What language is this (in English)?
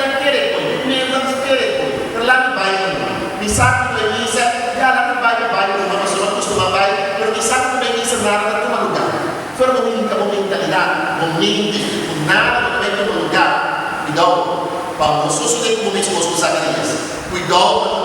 Papiamento